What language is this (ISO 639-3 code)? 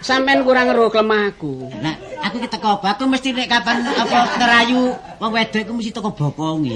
jav